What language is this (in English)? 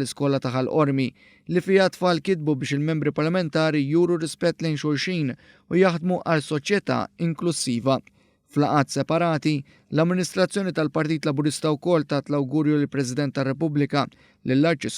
Maltese